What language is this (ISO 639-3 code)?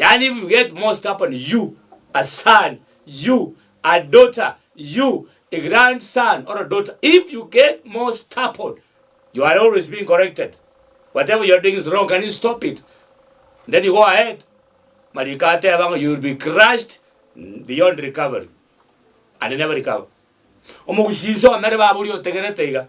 guz